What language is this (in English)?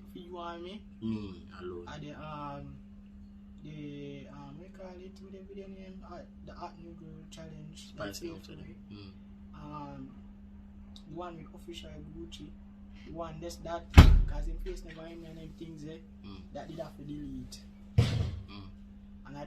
Jamaican Creole English